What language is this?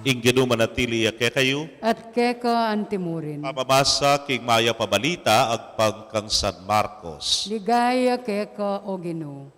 Pampanga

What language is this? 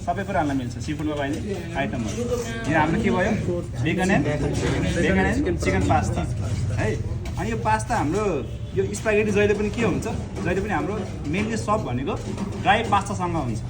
Nepali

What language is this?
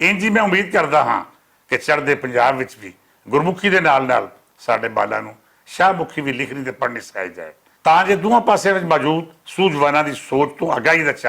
Western Panjabi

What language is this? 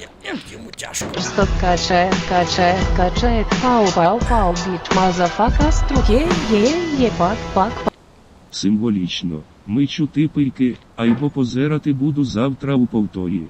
Rusyn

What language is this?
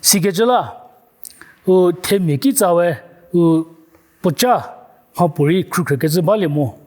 Angami Naga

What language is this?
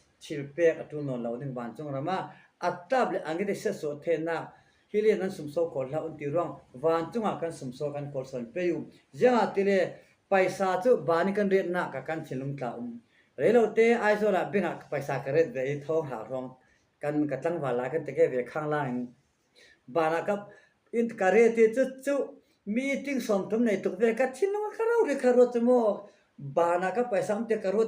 Falam Chin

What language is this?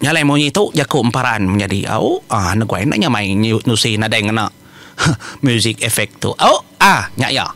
Iban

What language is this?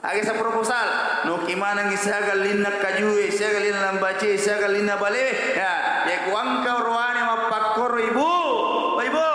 Buginese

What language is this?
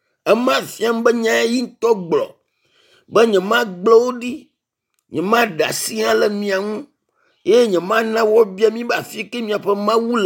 Ewe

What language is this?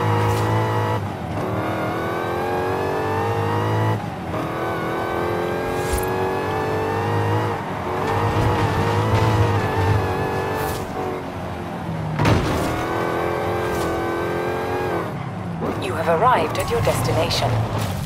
English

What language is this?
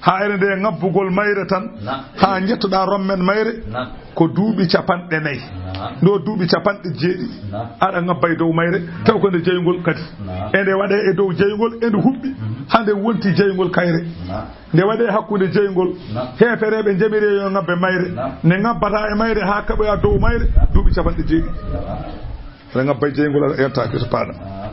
Fula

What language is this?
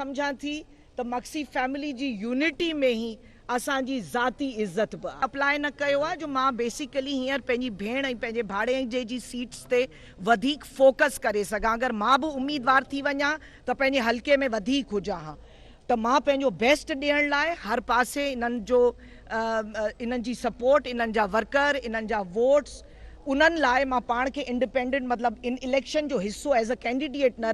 Sindhi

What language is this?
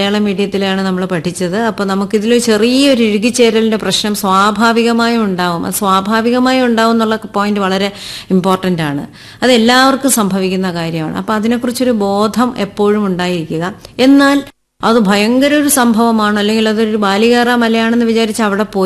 Malayalam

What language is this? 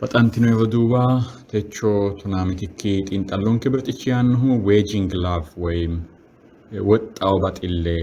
Sidamo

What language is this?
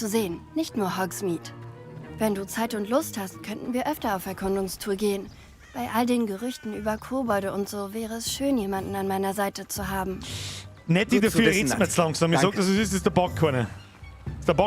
Bavarian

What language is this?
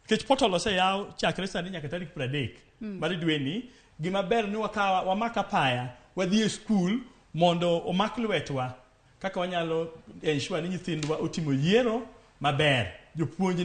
Luo (Kenya and Tanzania)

